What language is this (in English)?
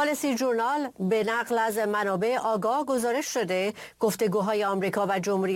Persian